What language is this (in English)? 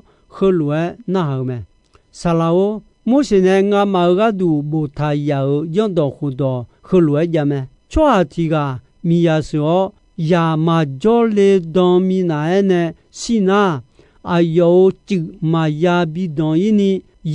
Akha